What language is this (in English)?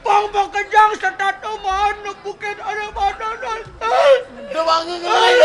Balinese